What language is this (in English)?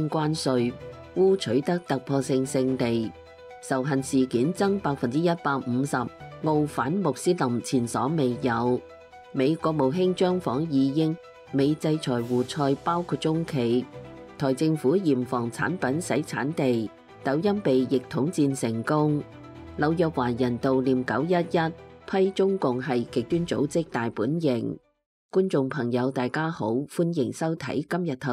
Cantonese